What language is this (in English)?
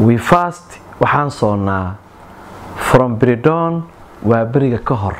Somali